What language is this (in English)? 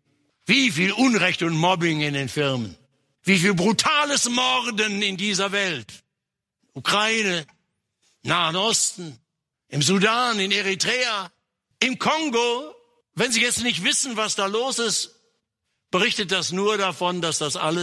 German